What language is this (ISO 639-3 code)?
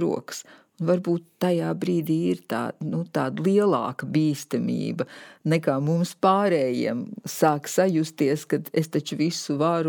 lav